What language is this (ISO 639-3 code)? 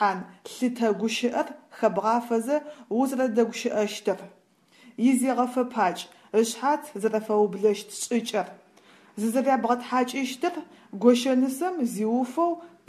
ady